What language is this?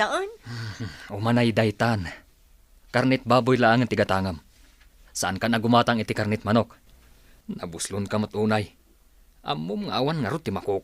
Iloko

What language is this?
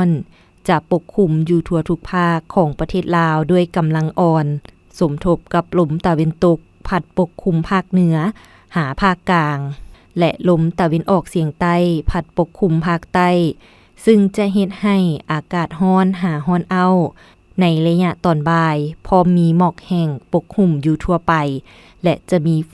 Lao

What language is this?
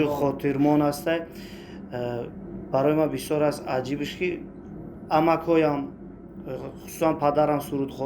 Tajik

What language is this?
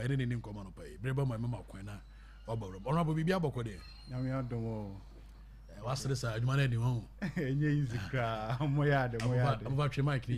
Akan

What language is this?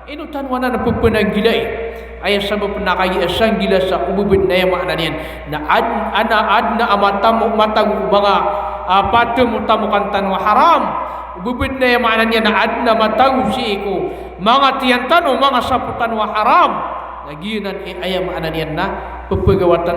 Maranao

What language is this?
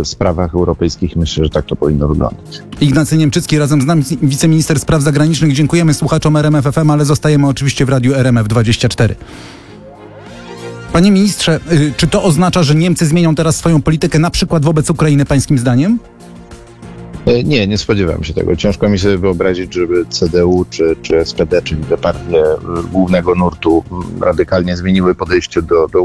Polish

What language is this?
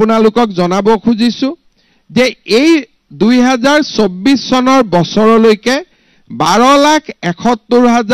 Assamese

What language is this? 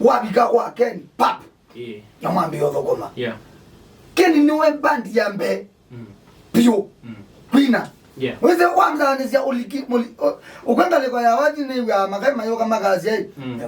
Kamba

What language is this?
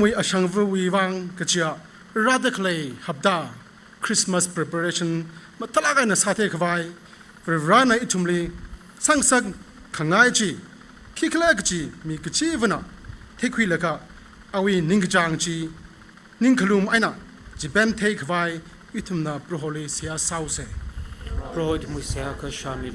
Tangkhul Naga (India)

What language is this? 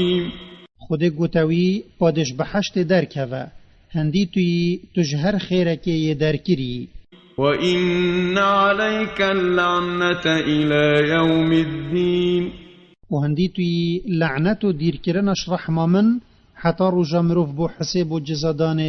Kurdish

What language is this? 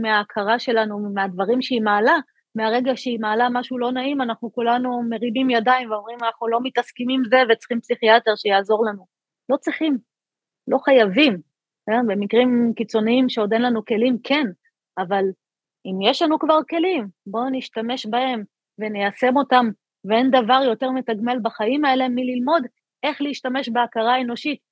Hebrew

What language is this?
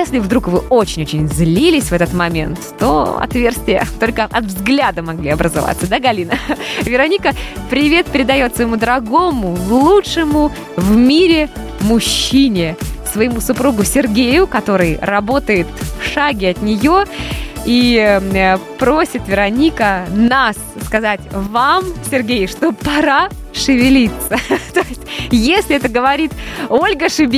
Russian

